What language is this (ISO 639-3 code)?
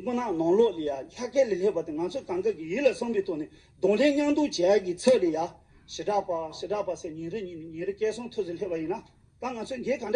bod